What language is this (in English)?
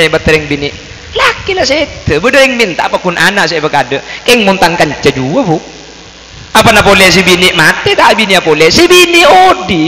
Madurese